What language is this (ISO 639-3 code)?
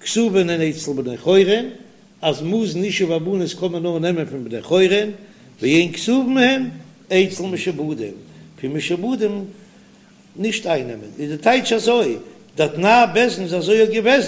yid